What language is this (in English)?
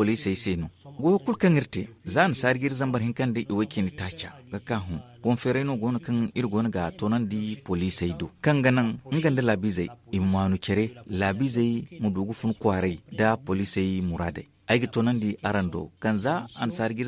Zarma